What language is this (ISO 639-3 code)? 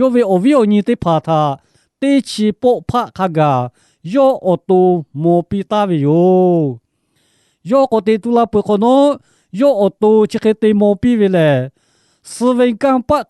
lhu